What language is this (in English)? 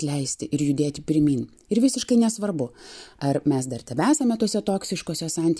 Lithuanian